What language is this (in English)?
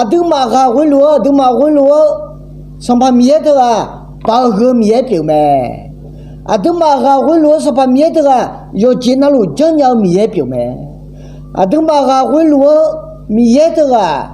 Akha